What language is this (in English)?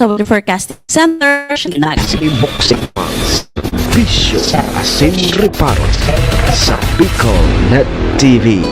Bikol